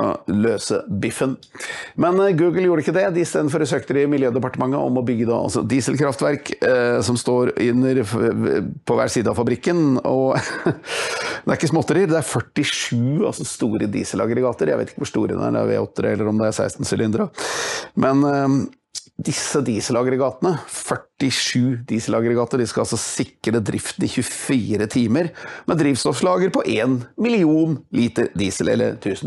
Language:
Norwegian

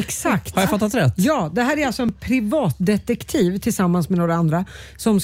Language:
Swedish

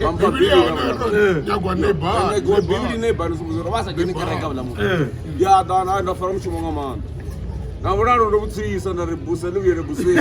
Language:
Venda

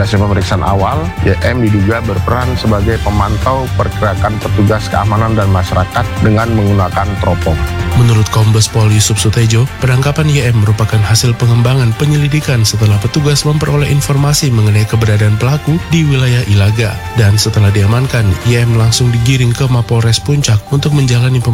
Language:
Indonesian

